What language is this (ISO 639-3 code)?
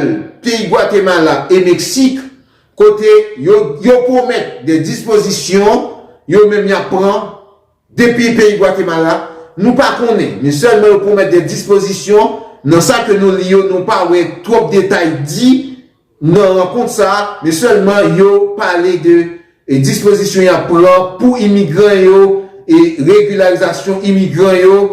hat